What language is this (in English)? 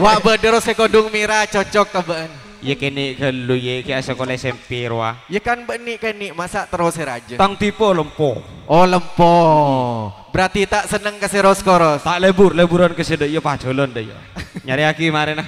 Madurese